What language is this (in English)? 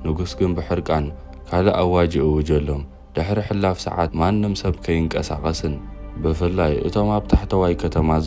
Tigrinya